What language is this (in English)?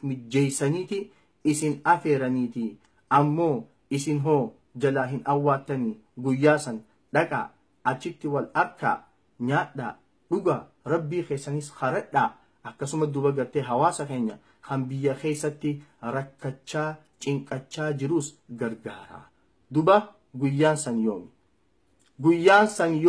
Oromo